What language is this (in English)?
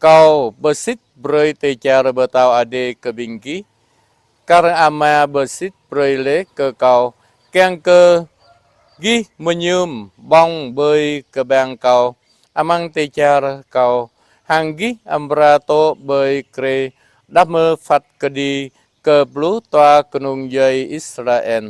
Jarai